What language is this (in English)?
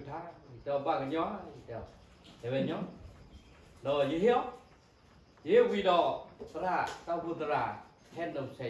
S'gaw Karen